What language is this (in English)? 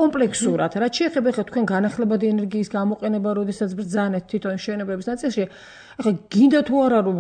Georgian